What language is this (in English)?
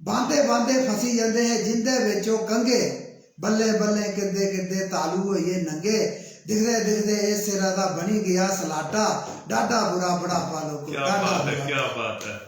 Dogri